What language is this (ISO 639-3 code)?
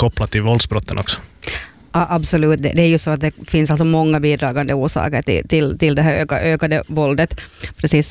swe